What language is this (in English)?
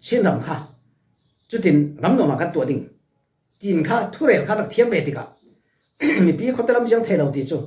Falam Chin